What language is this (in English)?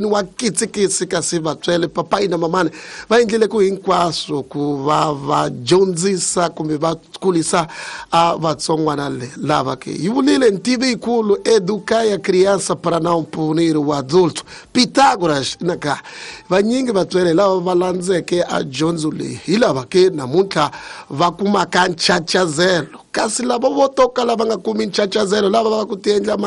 Tsonga